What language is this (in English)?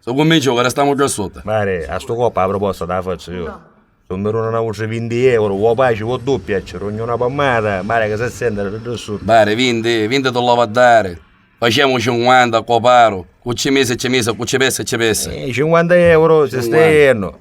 Neapolitan